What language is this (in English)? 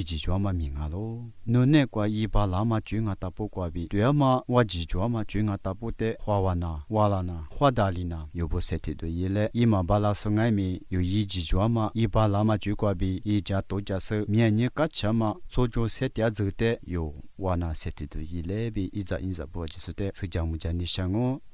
Lisu